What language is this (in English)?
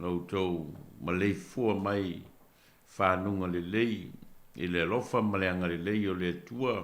Samoan